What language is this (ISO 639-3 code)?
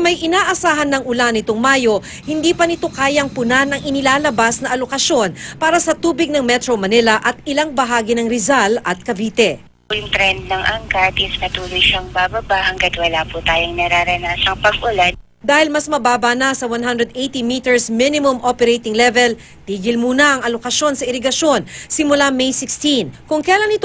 fil